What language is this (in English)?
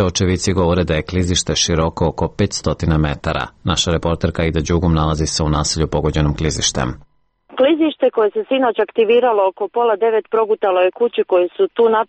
Serbian